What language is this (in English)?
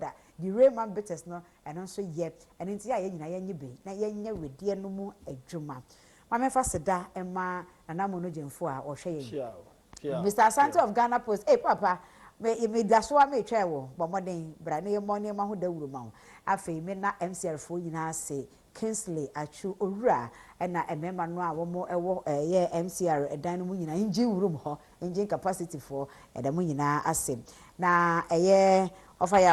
Akan